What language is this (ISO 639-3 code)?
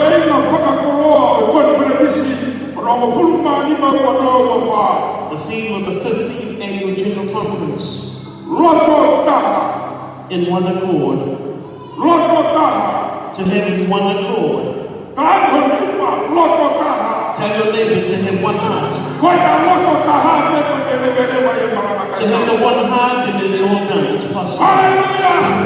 ton